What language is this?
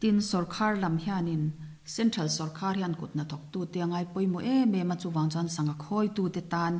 Mizo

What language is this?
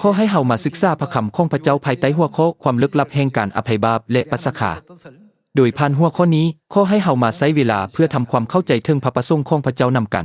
Lao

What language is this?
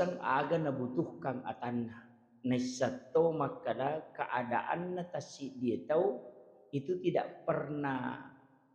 Buginese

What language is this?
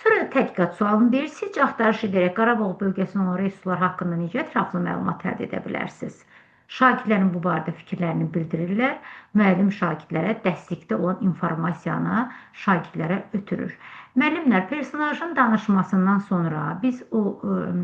Azerbaijani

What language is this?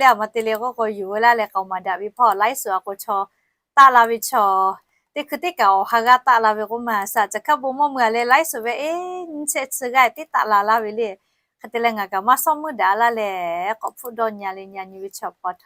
Lahu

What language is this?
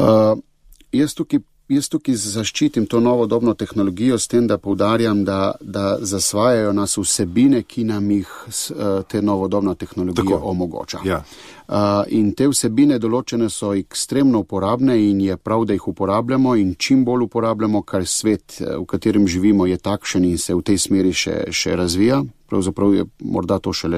Slovenian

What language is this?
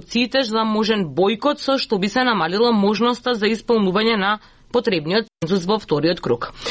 Macedonian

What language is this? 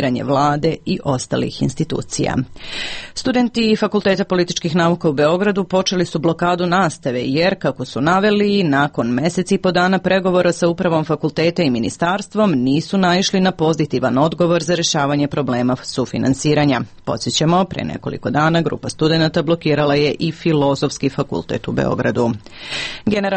Serbian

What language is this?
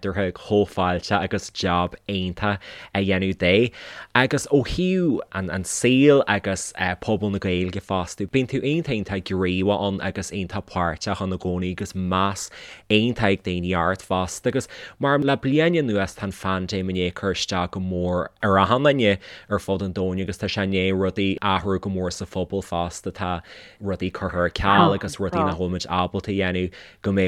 Irish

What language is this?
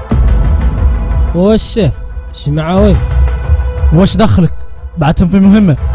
Algerian Arabic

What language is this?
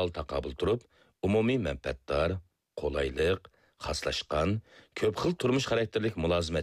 Uyghur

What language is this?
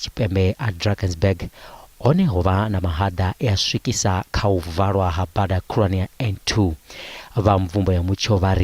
Venda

